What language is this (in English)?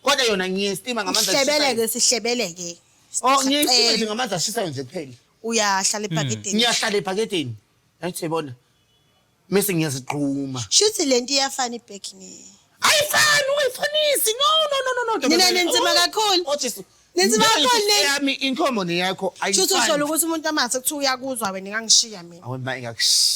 Zulu